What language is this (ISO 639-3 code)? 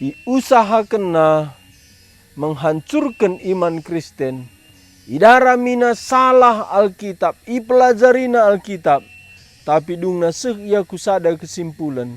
btx